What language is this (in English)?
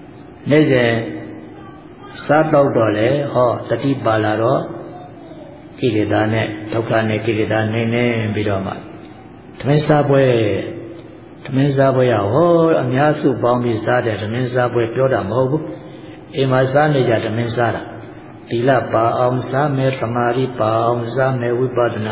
Burmese